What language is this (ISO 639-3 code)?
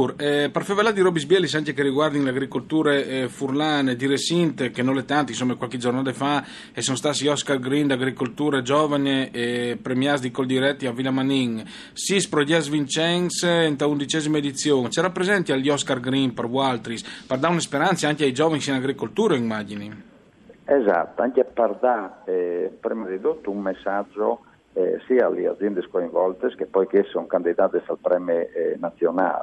fur